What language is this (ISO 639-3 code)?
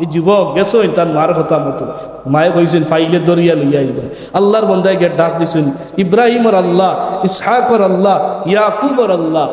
syl